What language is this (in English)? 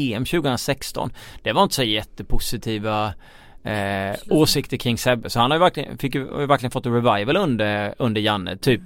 Swedish